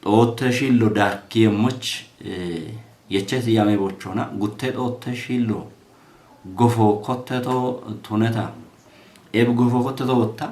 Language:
Kafa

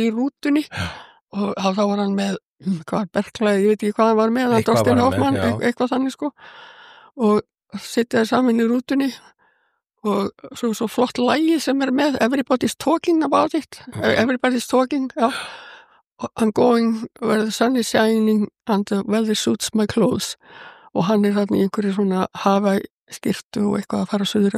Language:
Icelandic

